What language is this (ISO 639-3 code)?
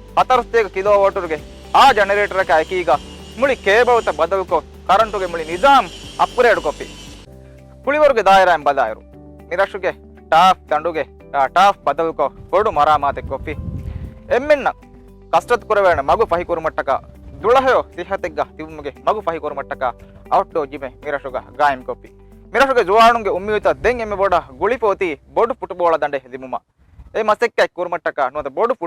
div